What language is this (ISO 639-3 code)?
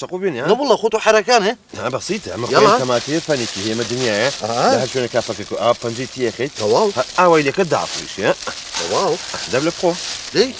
ckb